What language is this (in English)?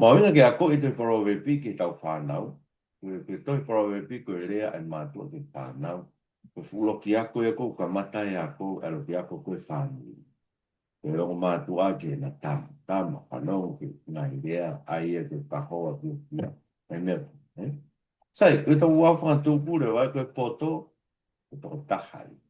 Tongan